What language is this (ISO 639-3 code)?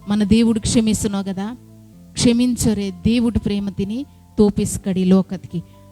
kff